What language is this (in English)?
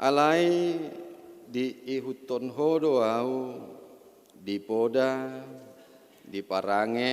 Batak Toba